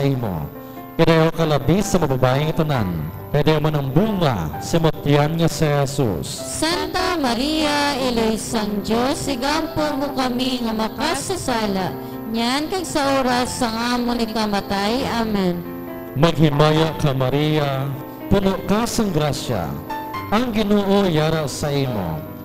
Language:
Hiligaynon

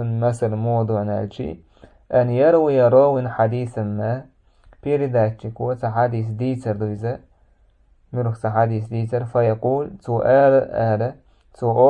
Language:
Chechen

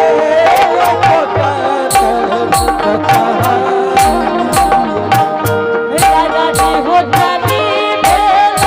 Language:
Angika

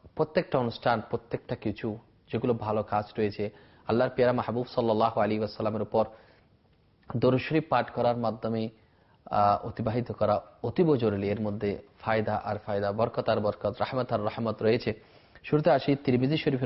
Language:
Bangla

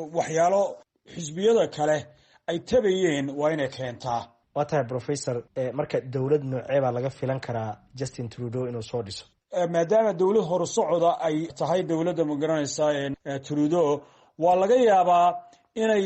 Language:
Somali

